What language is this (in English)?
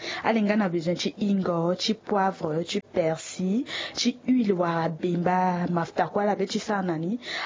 Sango